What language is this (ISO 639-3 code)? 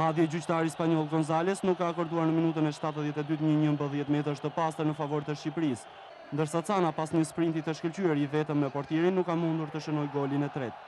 sqi